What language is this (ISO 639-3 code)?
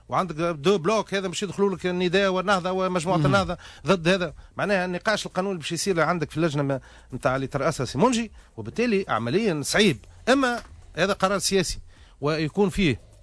aeb